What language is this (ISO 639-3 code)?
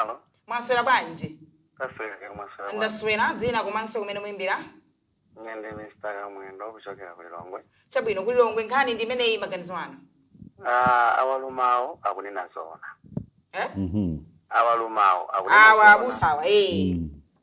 nya